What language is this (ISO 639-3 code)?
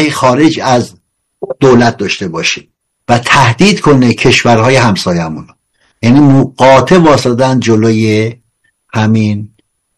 fas